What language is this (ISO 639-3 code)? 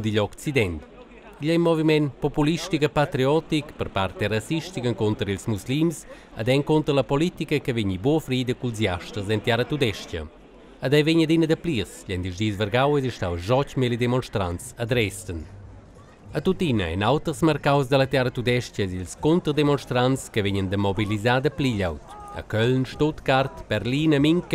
roh